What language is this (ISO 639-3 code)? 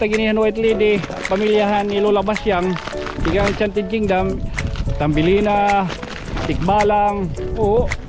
war